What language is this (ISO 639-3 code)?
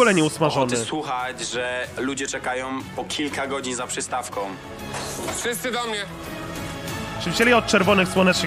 pol